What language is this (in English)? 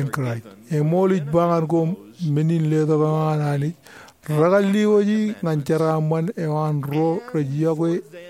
Marshallese